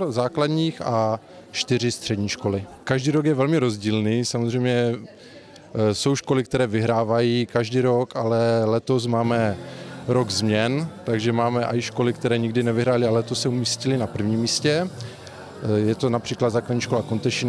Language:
Czech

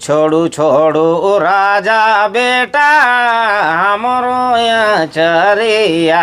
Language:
Sadri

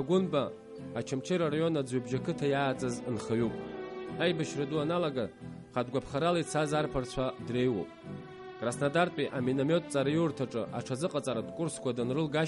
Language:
Abkhazian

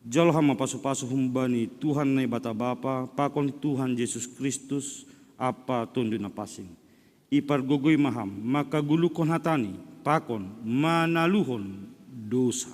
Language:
Batak Simalungun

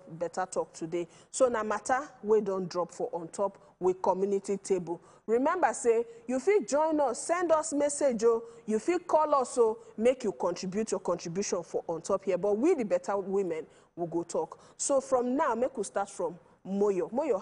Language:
Nigerian Pidgin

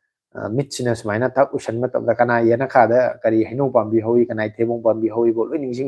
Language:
Manipuri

